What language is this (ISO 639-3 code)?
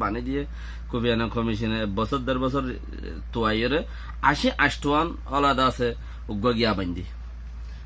rhg